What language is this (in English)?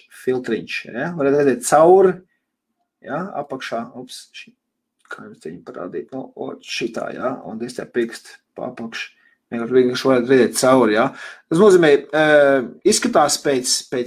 Latvian